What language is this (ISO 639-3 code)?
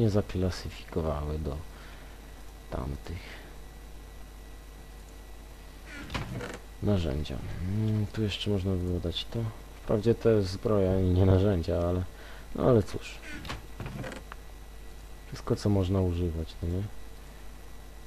pol